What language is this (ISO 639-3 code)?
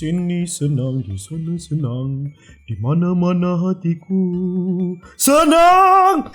xmm